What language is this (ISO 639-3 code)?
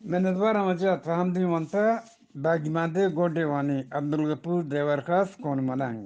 bgp